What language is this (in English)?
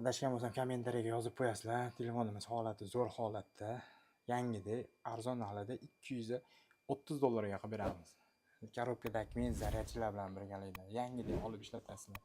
Uzbek